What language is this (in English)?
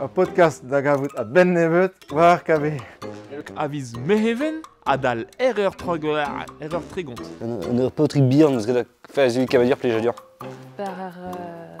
Breton